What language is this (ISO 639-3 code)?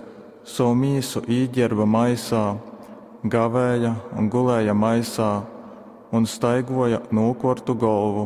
ltg